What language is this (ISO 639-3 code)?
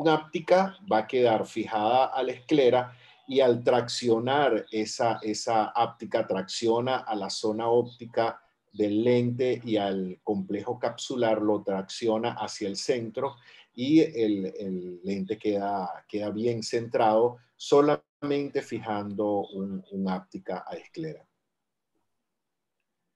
spa